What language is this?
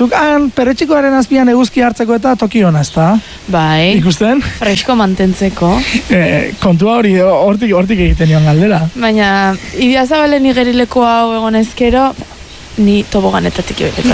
Basque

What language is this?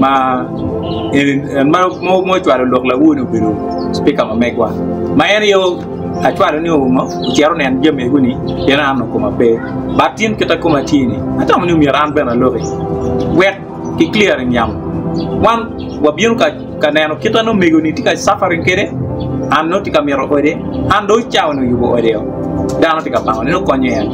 Acoli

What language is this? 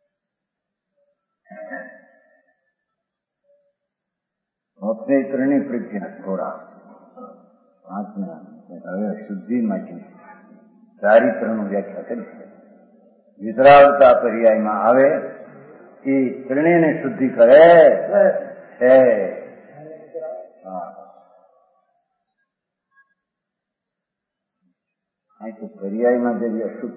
Gujarati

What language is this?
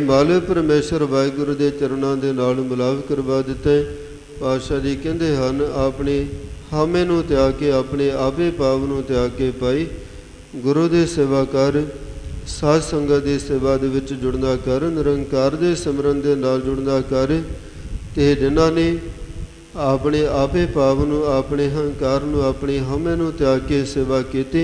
Punjabi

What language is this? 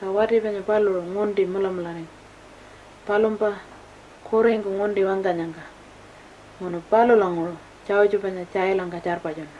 Pitjantjatjara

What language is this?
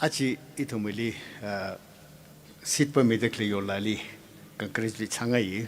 Tangkhul Naga (India)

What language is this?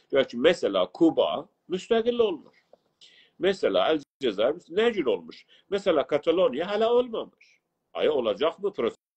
South Azerbaijani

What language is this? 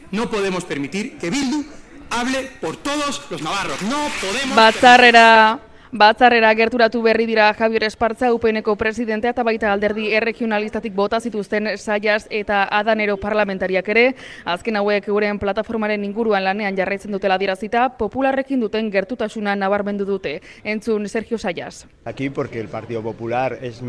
Basque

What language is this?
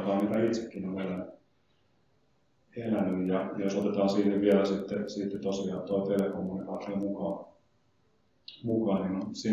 Finnish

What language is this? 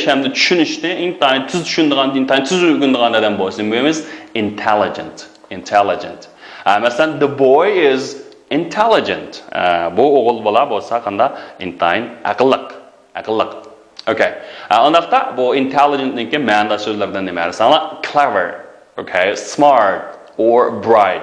Uyghur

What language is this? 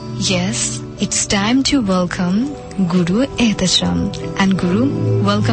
Bangla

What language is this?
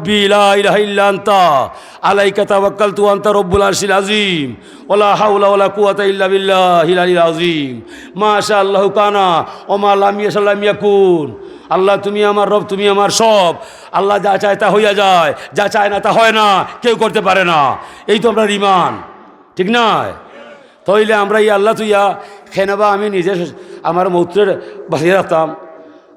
Sylheti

